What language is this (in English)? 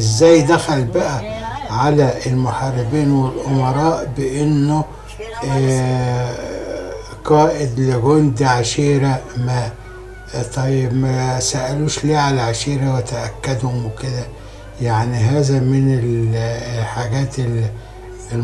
Egyptian Arabic